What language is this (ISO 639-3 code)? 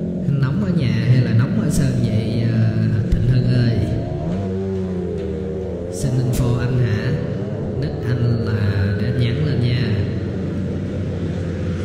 vie